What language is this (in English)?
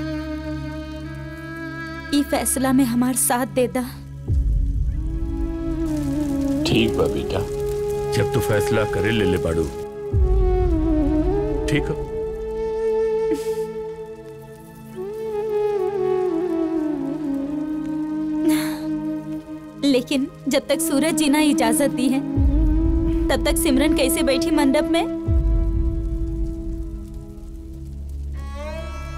Bhojpuri